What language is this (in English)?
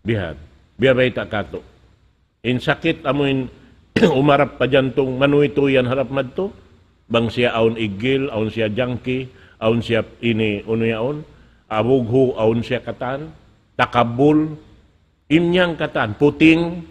Tausug